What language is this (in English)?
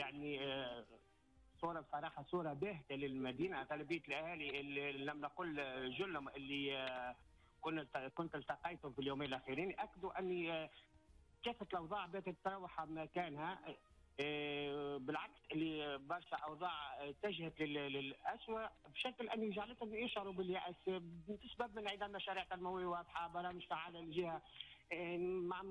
Tunisian Arabic